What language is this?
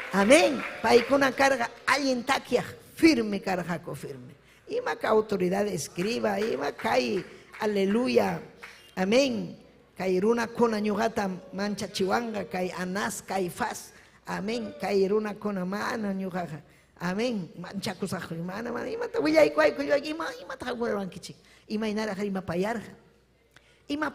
Ayacucho Quechua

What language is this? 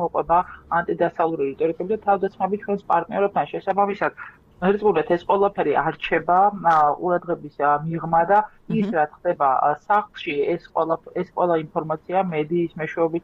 Georgian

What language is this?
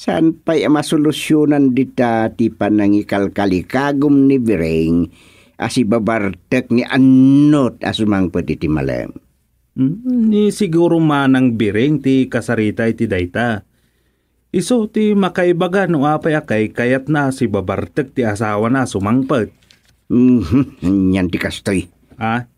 Iloko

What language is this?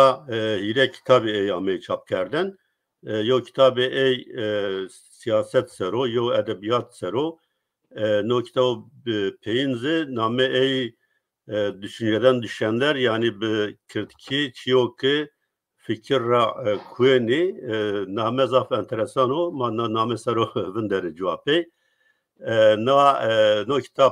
Zaza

